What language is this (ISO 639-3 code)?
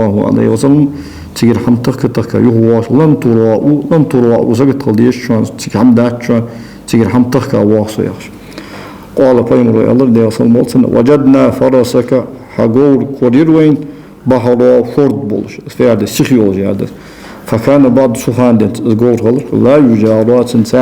inh